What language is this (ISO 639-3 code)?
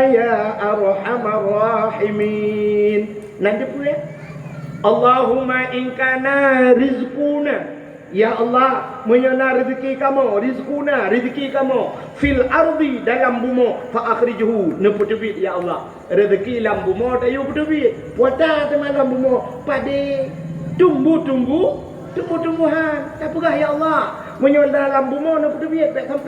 ace